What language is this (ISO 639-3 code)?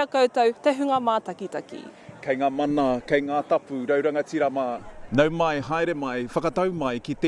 mri